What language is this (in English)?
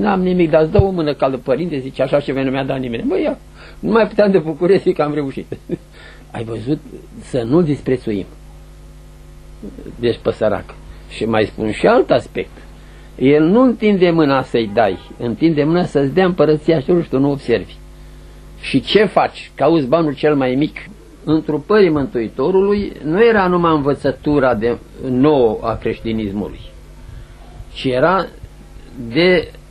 Romanian